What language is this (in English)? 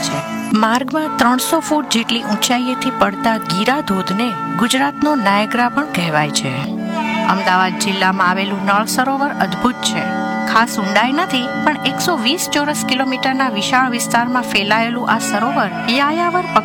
Gujarati